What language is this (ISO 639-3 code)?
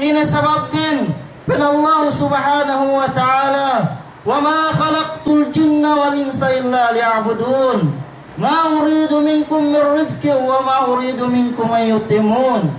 yka